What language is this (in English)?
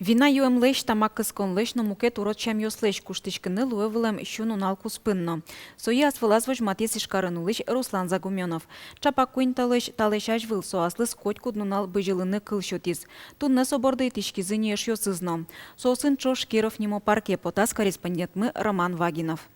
Udmurt